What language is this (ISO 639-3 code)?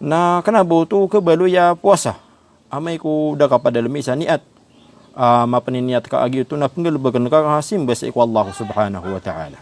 mrw